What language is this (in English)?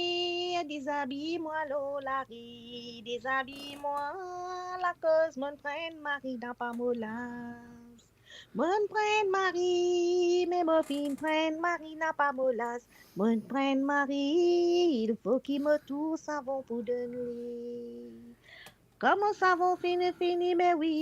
Morisyen